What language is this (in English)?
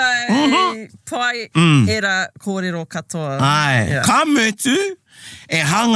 Māori